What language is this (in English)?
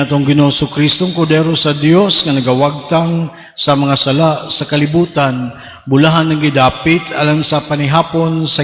Cebuano